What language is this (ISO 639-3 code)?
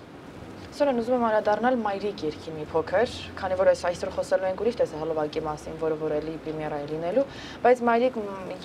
hye